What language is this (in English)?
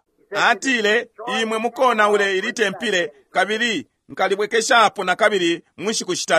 Bemba